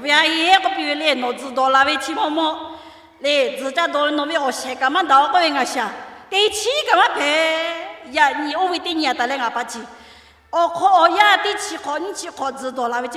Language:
Lahu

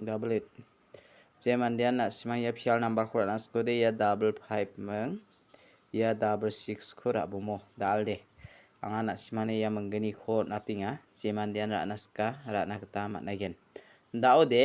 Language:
Garo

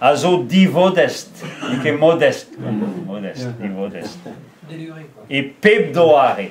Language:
Breton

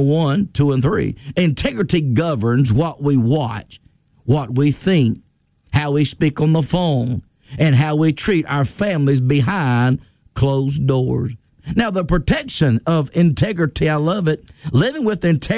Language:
English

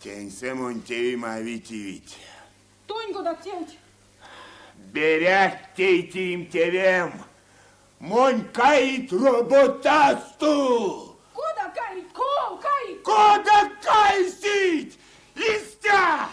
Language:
Erzya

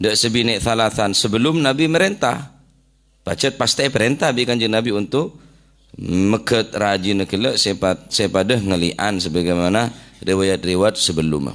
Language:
Madurese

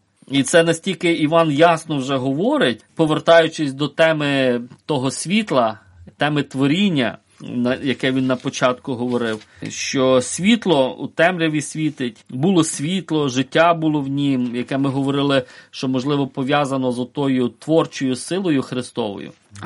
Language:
Ukrainian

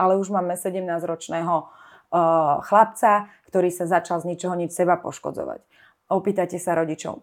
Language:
Slovak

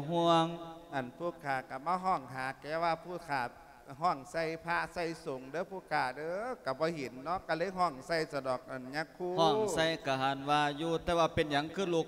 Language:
Lao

